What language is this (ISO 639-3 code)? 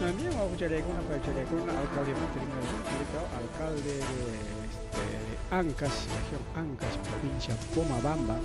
quy